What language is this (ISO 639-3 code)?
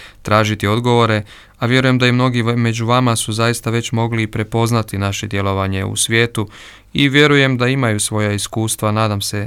hrv